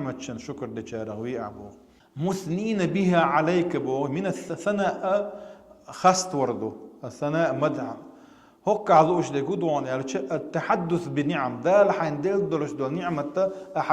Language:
Chechen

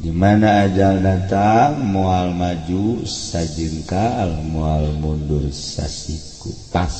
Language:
Sundanese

